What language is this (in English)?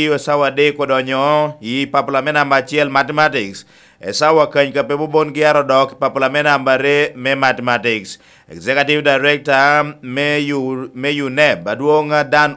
Lango (Uganda)